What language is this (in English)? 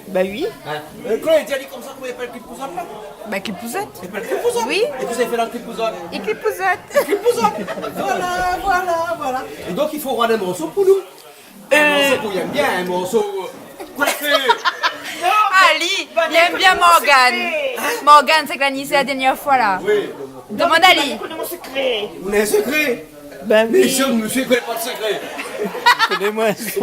Réunion Creole French